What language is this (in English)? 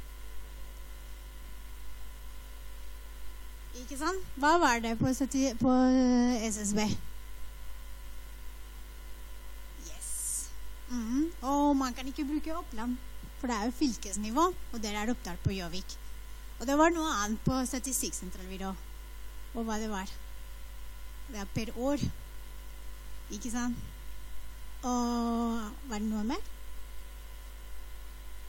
Norwegian